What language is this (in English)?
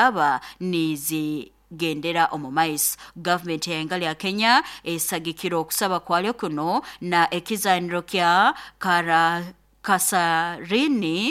Nyoro